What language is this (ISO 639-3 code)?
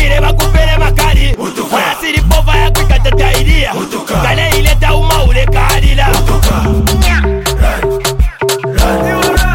swa